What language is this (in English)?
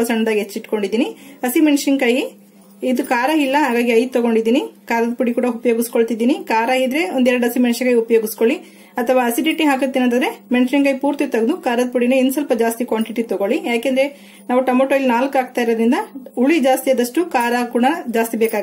Kannada